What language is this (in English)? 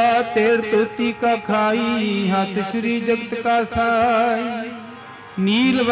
Punjabi